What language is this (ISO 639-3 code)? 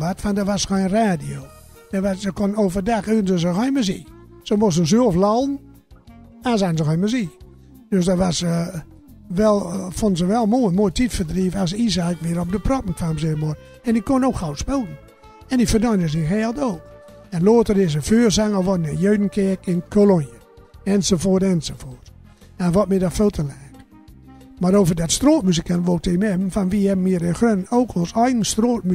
gos